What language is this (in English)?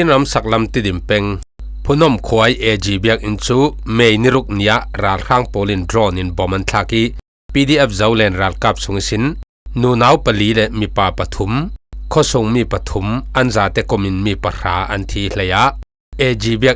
Falam Chin